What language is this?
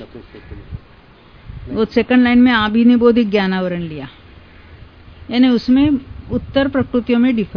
Hindi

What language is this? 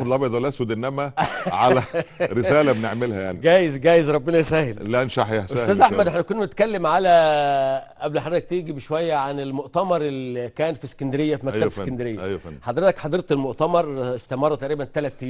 Egyptian Arabic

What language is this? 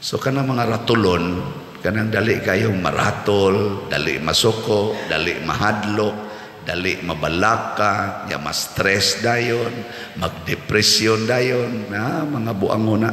Cebuano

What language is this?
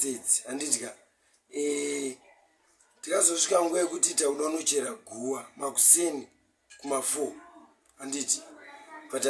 Shona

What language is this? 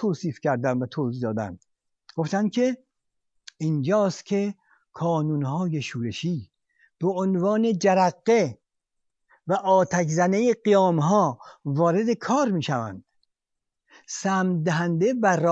Persian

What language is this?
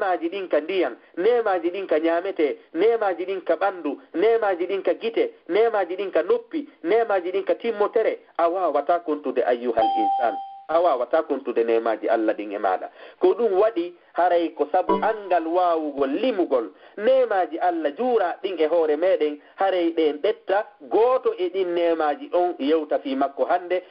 Fula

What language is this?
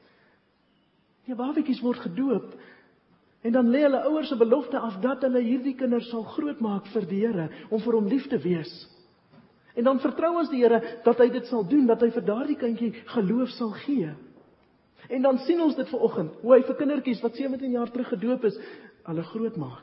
Afrikaans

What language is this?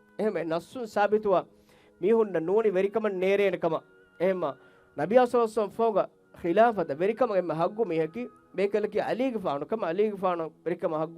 Divehi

